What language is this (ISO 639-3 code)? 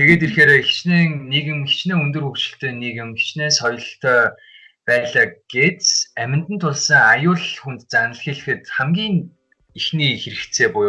mon